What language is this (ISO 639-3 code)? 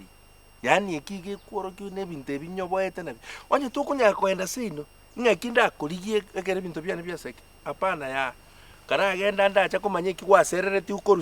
guz